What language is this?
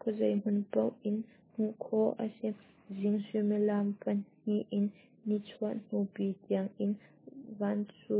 Hakha Chin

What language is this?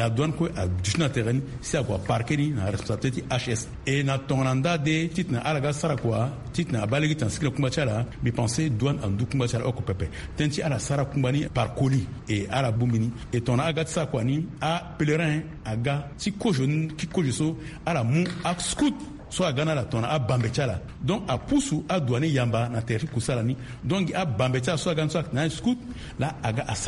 Sango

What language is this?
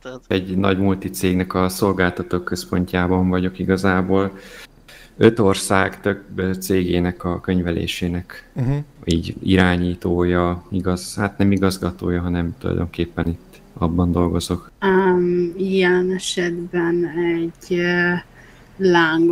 Hungarian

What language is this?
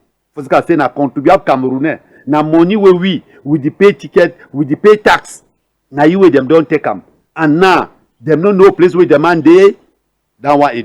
Cameroon Pidgin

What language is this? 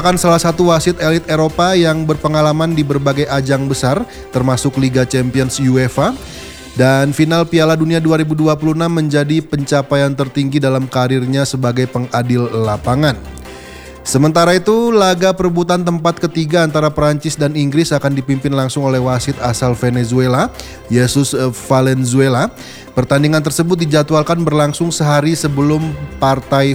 Indonesian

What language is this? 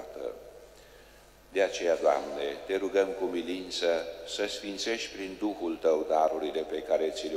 Romanian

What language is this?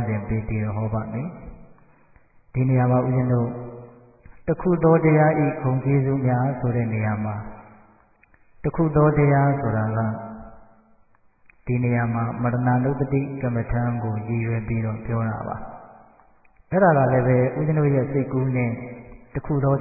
Burmese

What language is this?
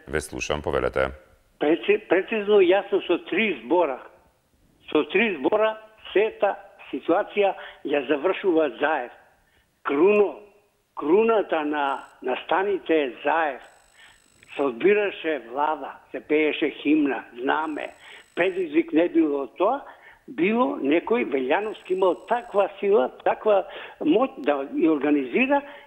Macedonian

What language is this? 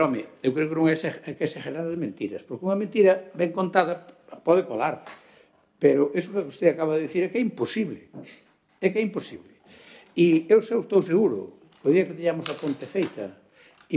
Galician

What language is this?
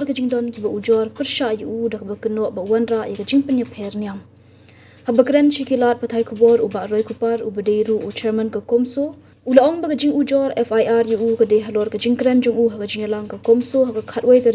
Khasi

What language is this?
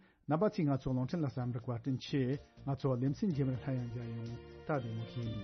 Tibetan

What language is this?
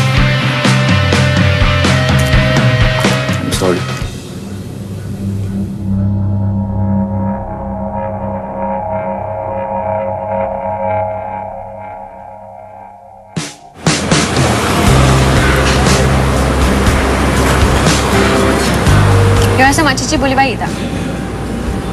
Malay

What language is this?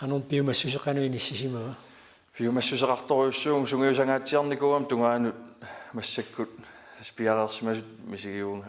Kalaallisut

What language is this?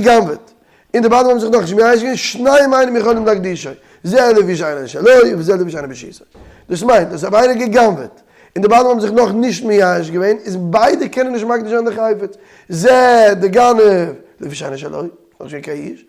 Yiddish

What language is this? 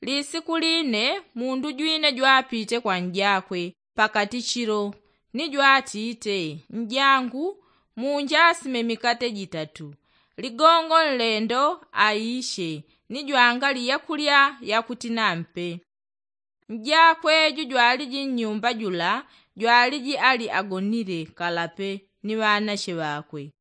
Yao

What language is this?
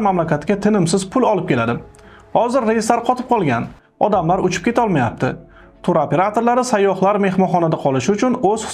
Uzbek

